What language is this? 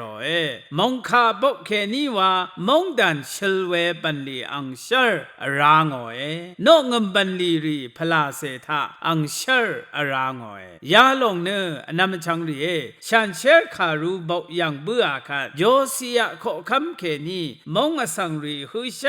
Rawang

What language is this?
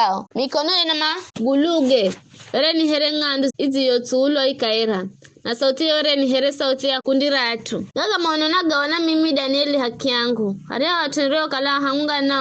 Giryama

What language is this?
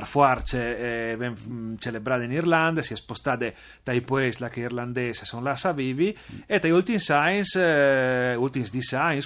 Friulian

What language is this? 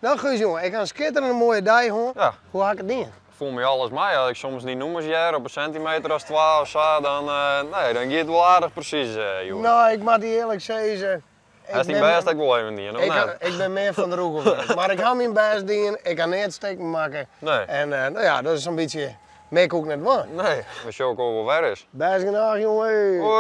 Western Frisian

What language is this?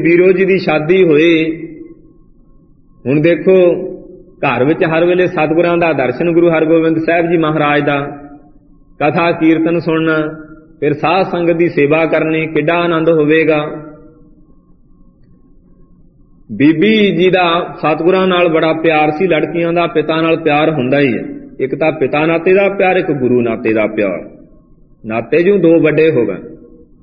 Punjabi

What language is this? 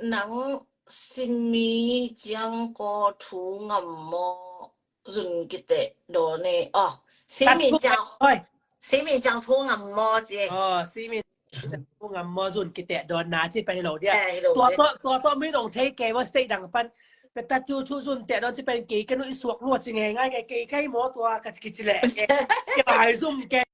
Tedim Chin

